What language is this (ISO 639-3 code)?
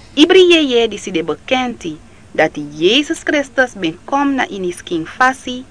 srn